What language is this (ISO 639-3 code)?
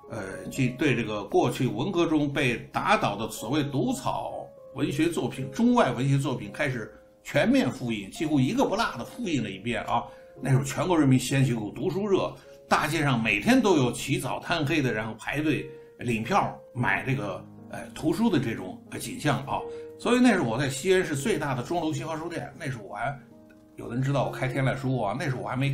zho